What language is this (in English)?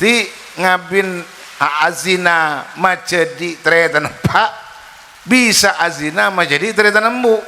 Madurese